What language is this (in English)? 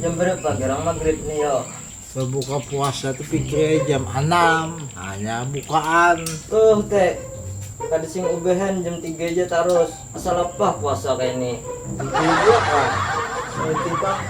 Banjar